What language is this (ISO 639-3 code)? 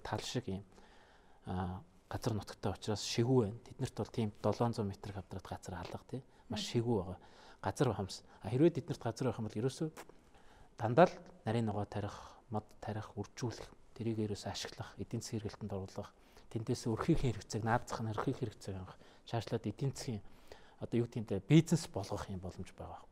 mon